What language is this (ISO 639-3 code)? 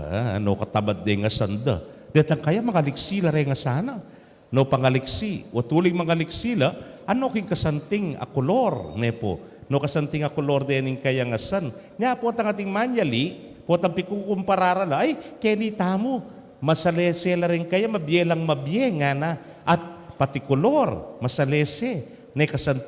pam